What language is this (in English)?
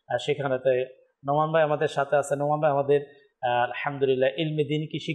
Bangla